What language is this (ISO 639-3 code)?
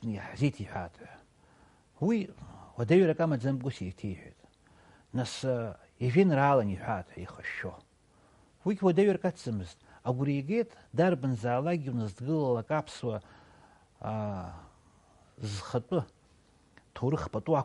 abk